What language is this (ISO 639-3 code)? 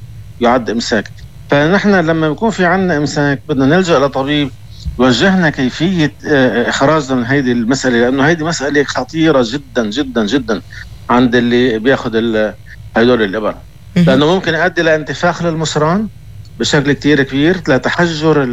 apc